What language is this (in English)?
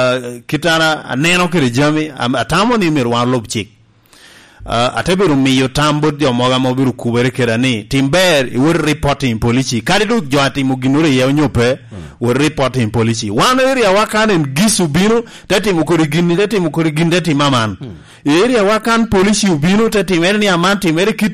Lango (Uganda)